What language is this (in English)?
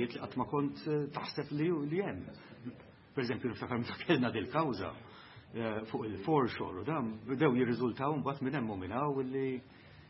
Maltese